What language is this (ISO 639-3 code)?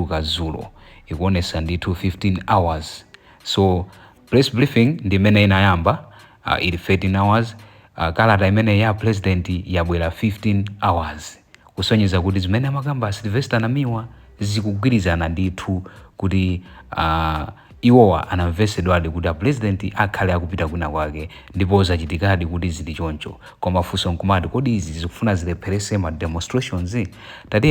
nya